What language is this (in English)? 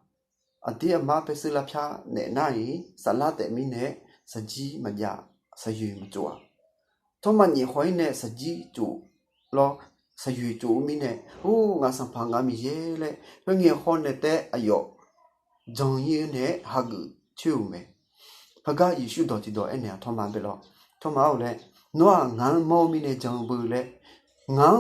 Akha